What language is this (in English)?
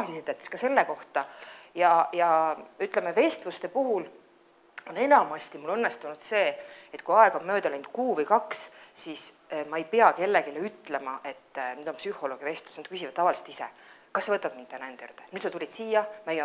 Estonian